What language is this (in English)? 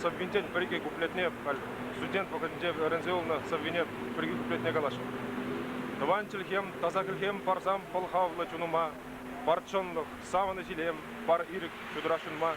Chuvash